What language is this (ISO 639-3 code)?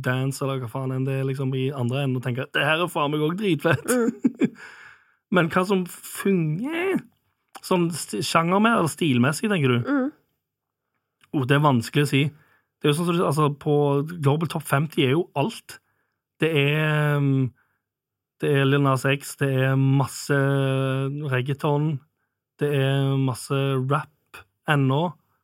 nor